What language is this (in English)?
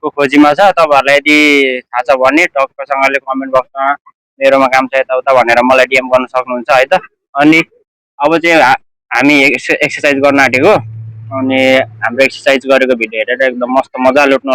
Nepali